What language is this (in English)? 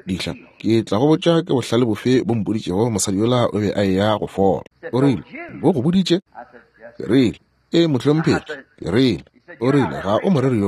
Northern Sotho